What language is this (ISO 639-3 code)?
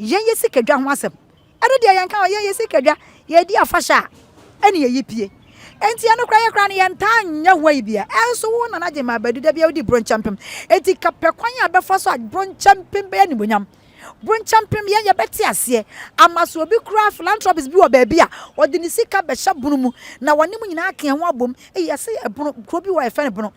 aka